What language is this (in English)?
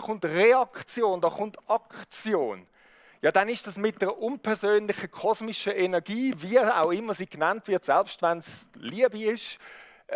Swiss German